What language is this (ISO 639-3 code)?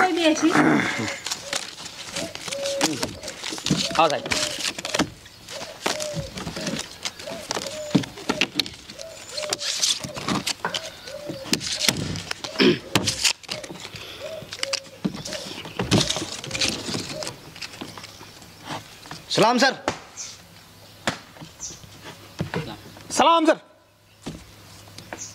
guj